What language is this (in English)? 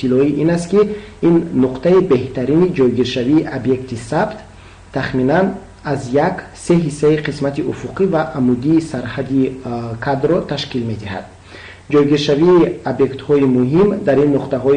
Tajik